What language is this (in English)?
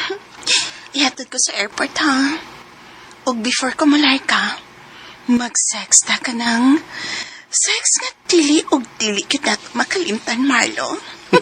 Cebuano